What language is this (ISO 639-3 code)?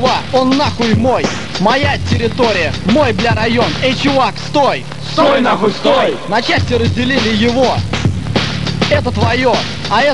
rus